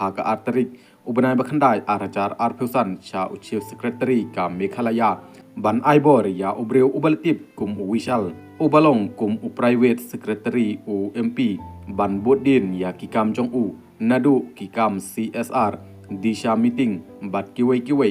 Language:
Khasi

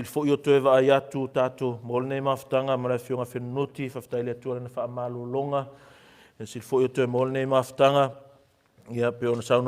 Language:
Samoan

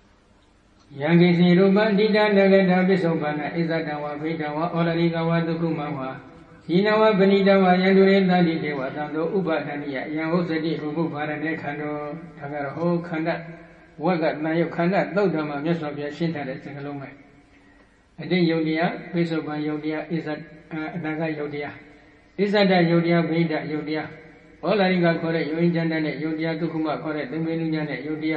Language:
Burmese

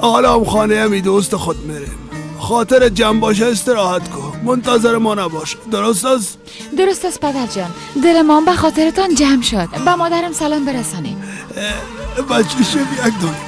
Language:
Persian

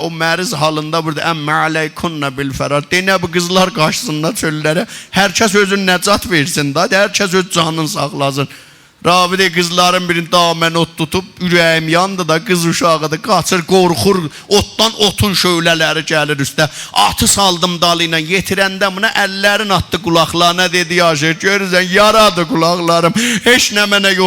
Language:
South Azerbaijani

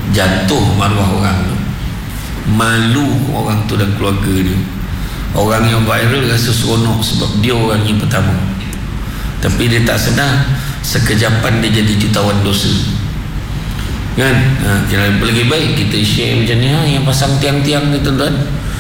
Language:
Malay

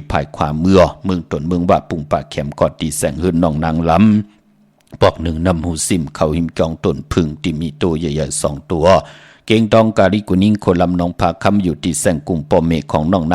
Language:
Shan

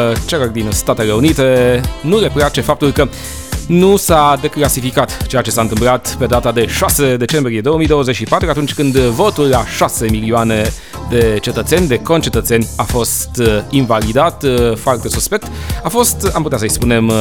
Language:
Romanian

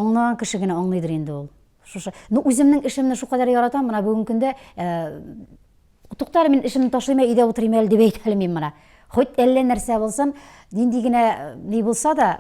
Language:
Tatar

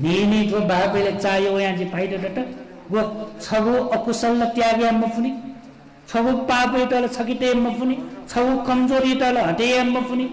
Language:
Newari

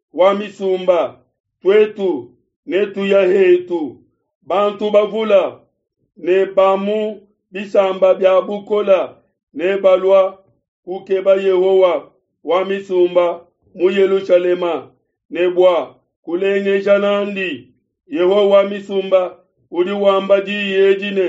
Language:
Luba-Lulua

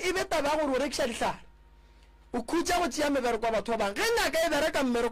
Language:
Northern Sotho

